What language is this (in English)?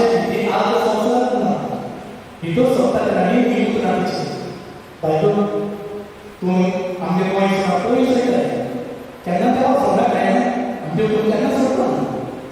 Konkani